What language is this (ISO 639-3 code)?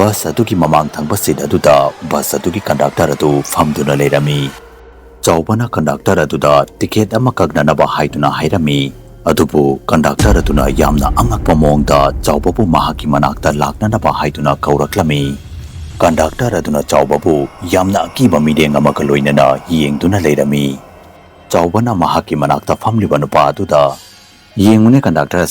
mni